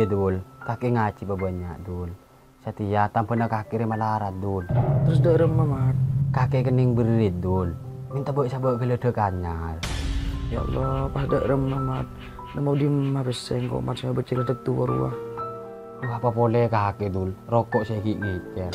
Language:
Madurese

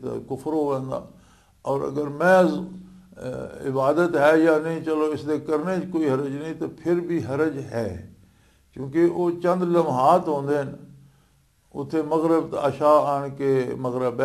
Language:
Western Panjabi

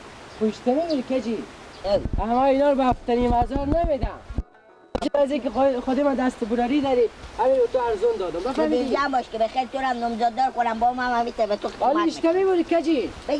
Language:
Persian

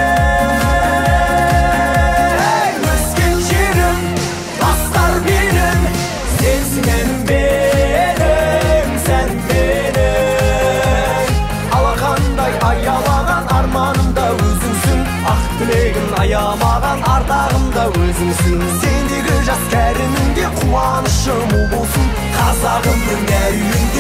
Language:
Kazakh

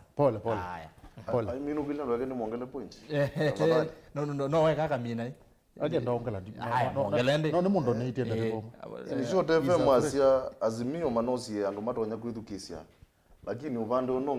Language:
Kamba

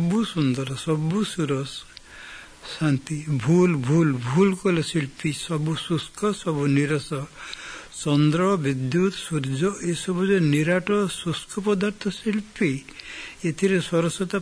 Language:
Odia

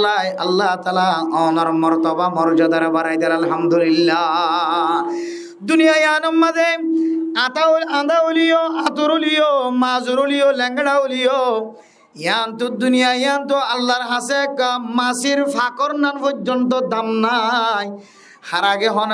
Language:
Rohingya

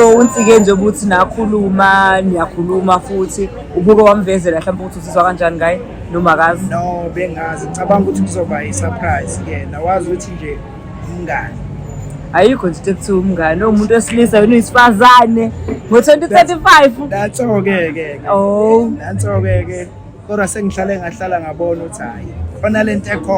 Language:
Zulu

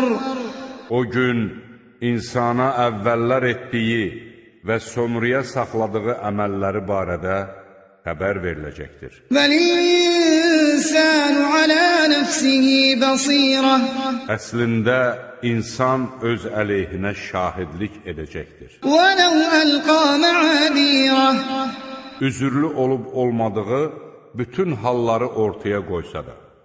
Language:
Azerbaijani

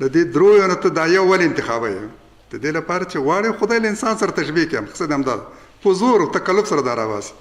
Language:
Pashto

